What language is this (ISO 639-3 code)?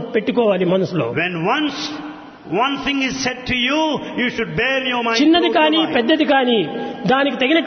tel